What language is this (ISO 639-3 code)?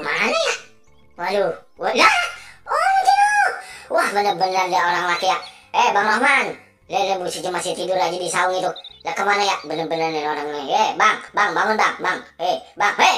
bew